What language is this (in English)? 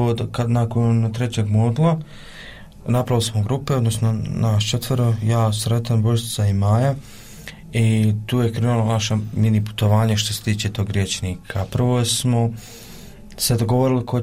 Croatian